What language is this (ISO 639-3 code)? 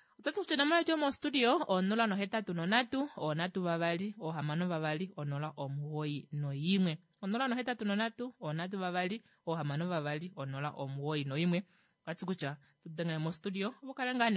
kua